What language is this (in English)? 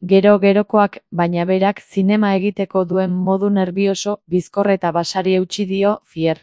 Basque